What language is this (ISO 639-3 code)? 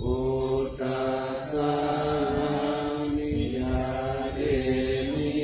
pli